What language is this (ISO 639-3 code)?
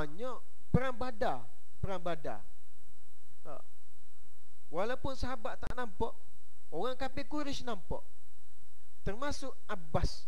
msa